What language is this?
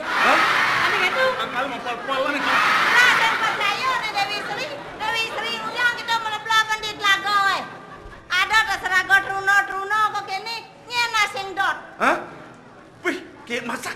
Balinese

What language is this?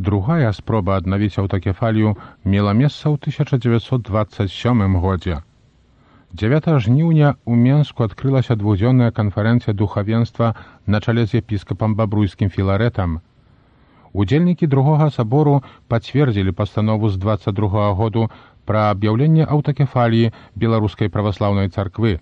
Belarusian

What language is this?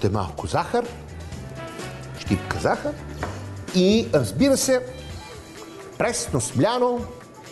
Bulgarian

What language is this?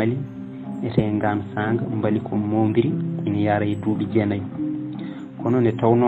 Fula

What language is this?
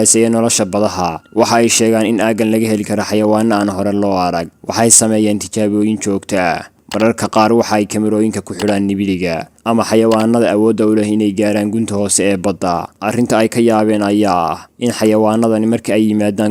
Somali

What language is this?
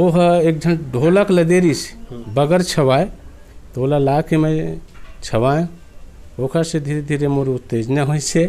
Chhattisgarhi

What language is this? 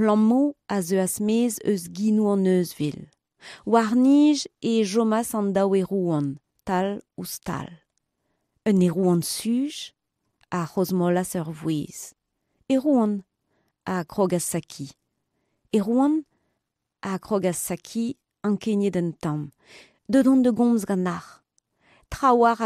Breton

